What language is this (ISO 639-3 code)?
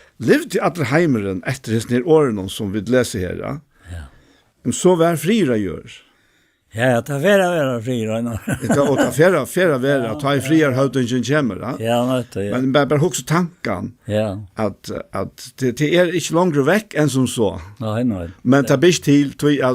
fao